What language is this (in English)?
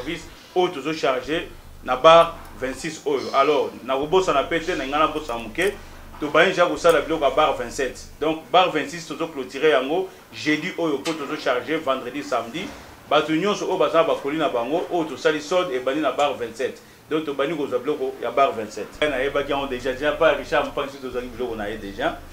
Lingala